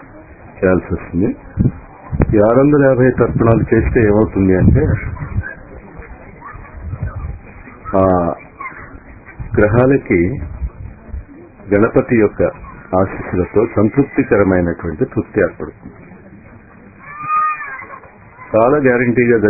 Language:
Telugu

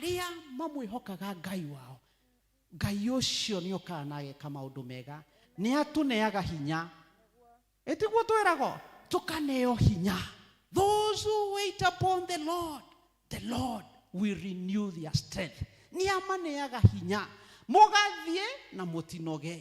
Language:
Kikuyu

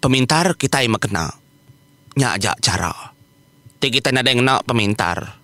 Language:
Iban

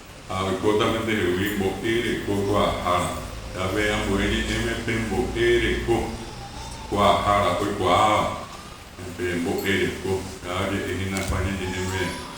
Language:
Guarani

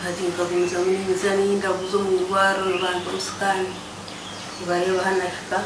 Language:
Nyankole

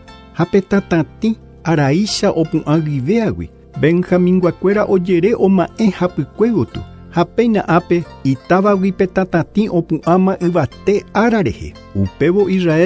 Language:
Guarani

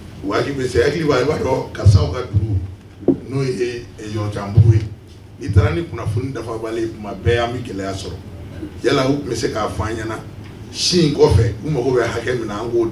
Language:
Bambara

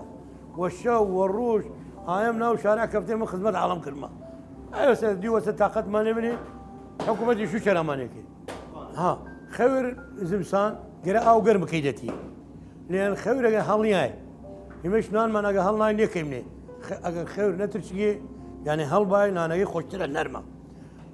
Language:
Southern Kurdish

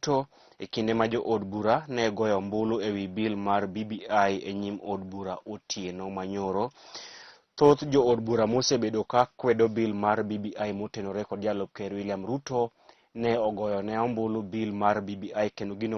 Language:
Luo (Kenya and Tanzania)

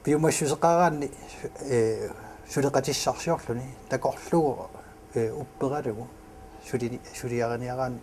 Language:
Kalaallisut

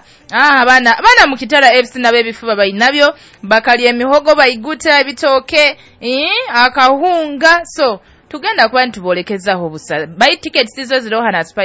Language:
Nyoro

